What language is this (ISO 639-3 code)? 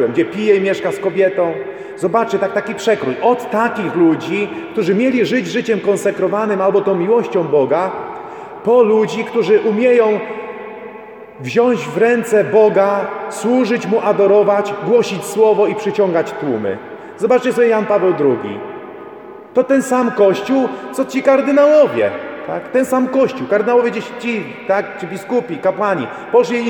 pol